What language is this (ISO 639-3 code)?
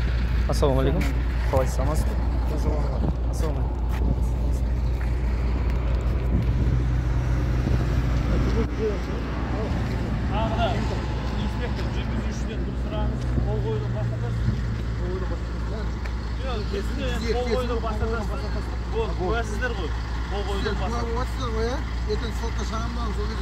kaz